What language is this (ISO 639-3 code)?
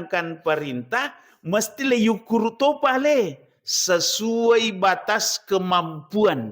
bug